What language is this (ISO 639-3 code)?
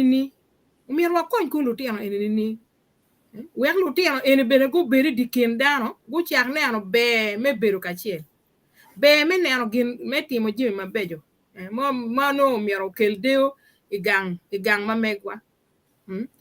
ach